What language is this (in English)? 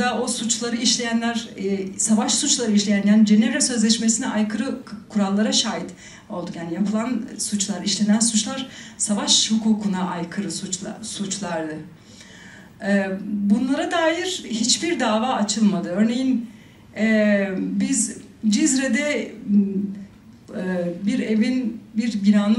Turkish